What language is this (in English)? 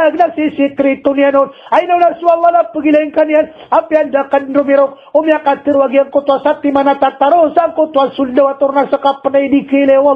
Maranao